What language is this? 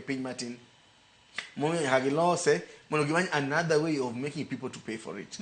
Luo (Kenya and Tanzania)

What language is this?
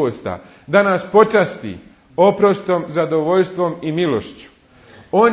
Bosnian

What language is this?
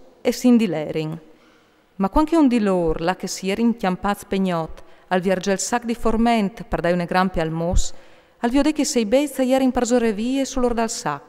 Friulian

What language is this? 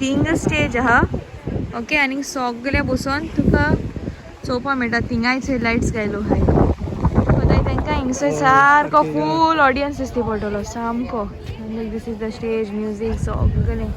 Konkani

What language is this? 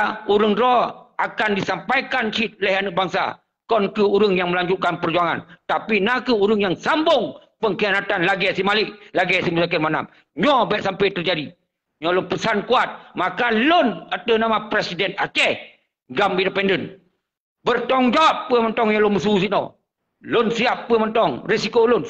Achinese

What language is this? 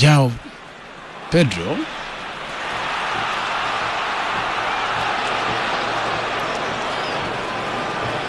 Swahili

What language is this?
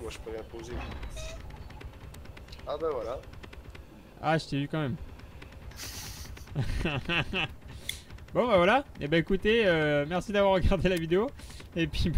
French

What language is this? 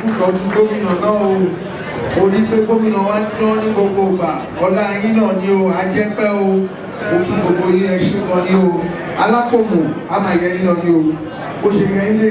Yoruba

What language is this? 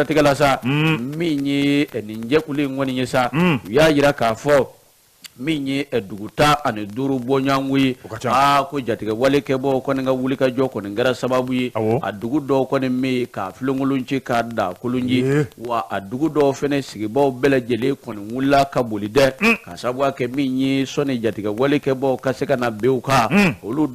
Bambara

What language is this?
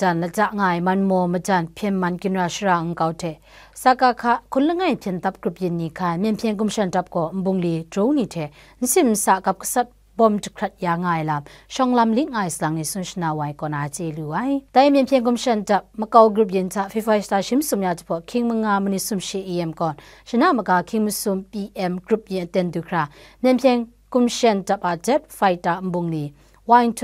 Kachin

